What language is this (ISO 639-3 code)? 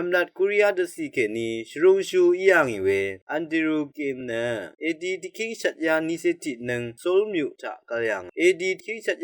raw